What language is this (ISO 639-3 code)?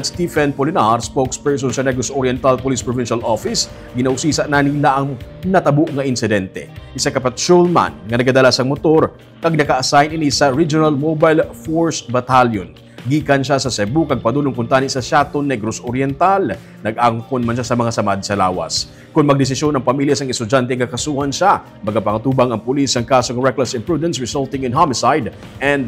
hil